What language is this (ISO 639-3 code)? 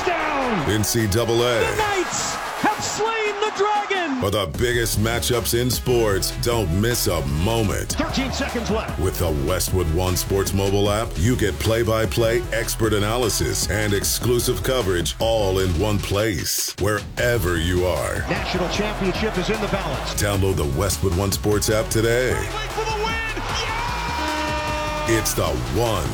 eng